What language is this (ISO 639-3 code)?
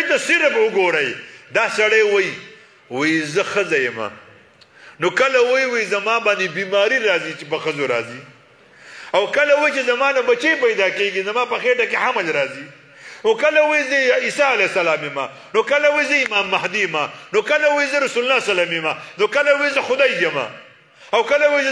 pus